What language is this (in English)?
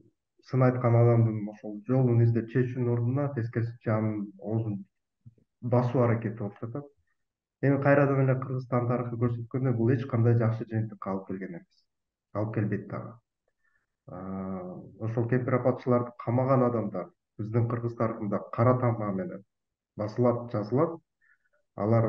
Kyrgyz